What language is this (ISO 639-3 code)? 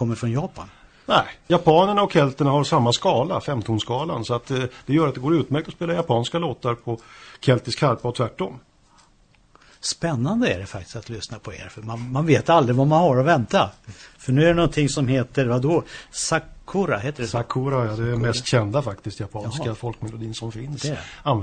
swe